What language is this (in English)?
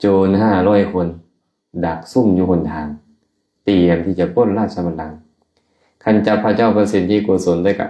Lao